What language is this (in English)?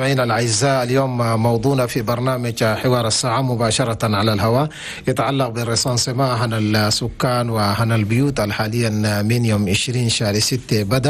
Chadian Arabic